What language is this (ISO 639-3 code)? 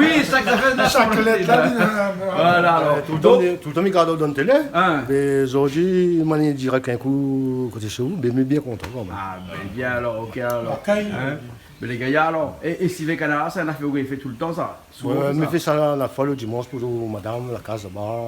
rcf